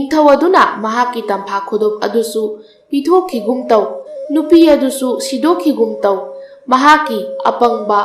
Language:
Manipuri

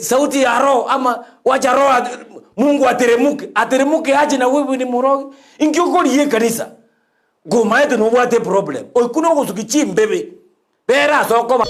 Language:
Gusii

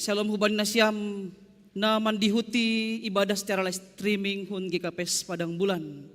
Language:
Batak Simalungun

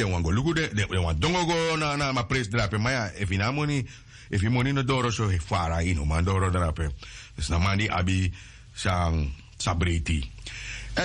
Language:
Sranan Tongo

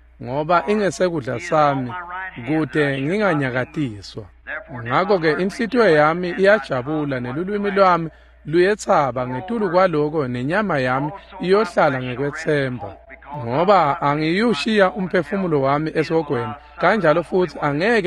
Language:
Swati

